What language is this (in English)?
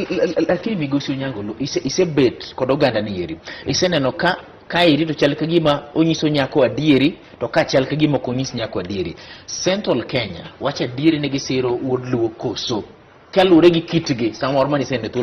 Luo (Kenya and Tanzania)